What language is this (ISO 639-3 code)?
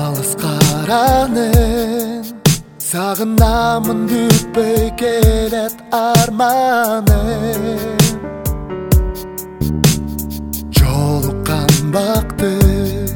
kaz